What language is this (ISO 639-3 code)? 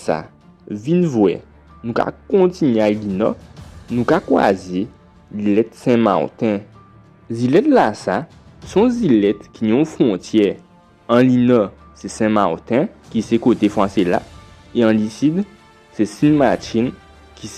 gcf